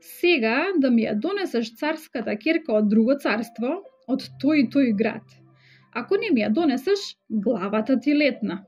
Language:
Macedonian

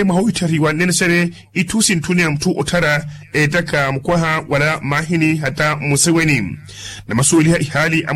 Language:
Makhuwa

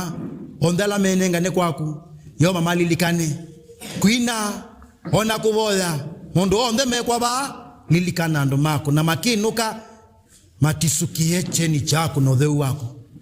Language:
Kamba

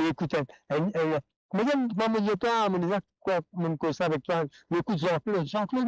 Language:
Morisyen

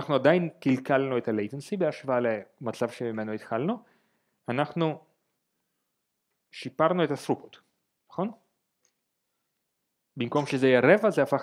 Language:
Hebrew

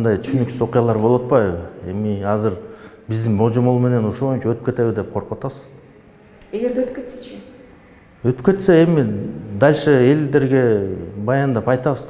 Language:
Kyrgyz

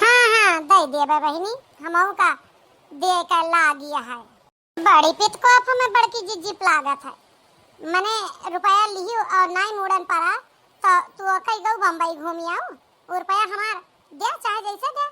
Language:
Awadhi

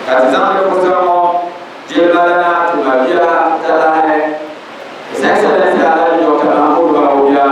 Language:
Dagbani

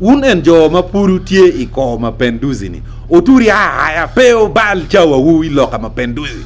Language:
Acoli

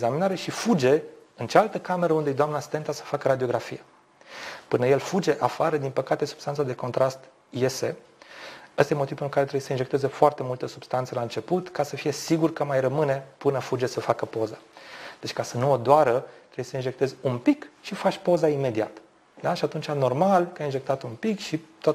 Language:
Romanian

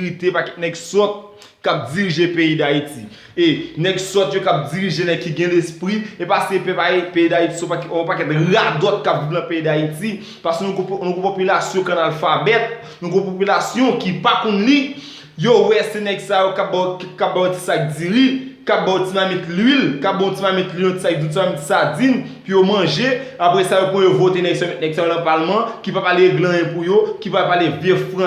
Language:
Haitian Creole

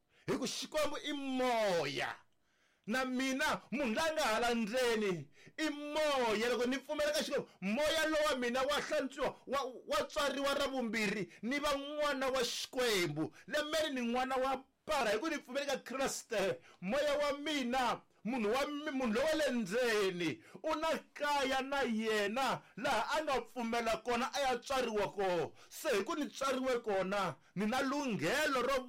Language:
Tsonga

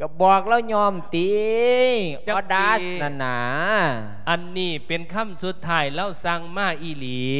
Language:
Lao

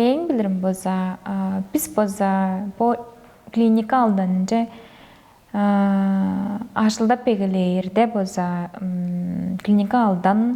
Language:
Tuvinian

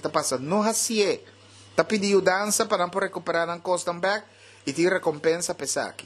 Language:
Papiamento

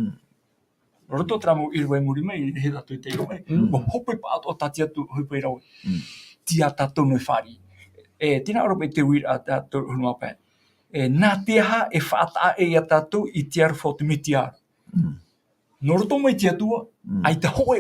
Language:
Tahitian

